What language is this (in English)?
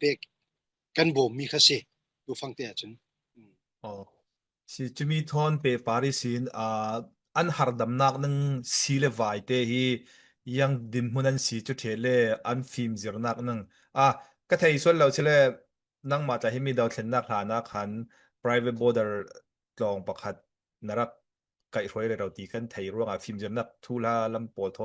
Falam Chin